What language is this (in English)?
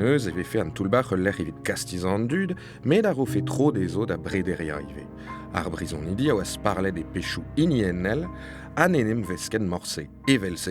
Breton